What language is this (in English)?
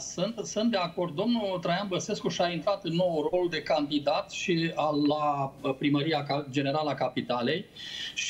Romanian